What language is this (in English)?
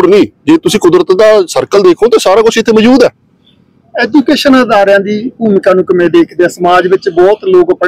Punjabi